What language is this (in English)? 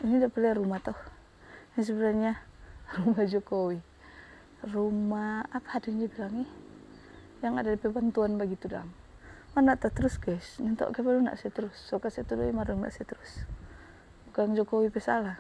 Manado Malay